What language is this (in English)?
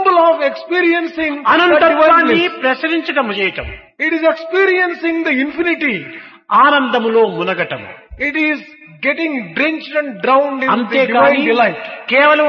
Telugu